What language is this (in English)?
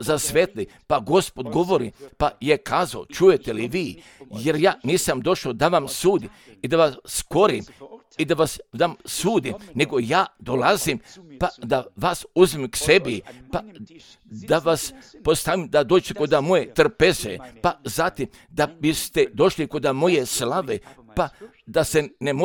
Croatian